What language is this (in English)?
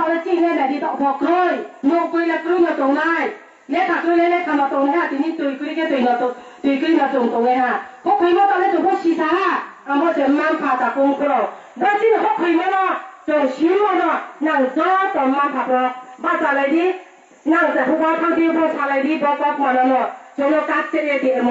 Kok Borok